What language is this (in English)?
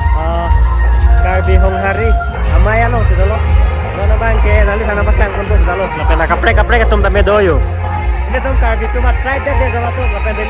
Karbi